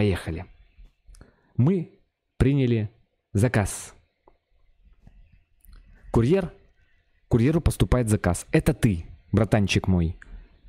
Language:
Russian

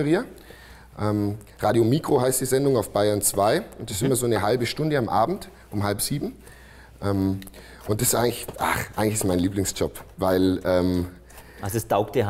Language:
German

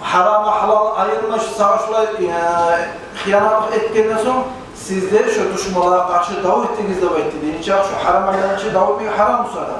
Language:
Kumyk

